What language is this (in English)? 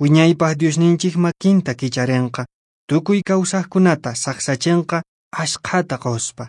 Quechua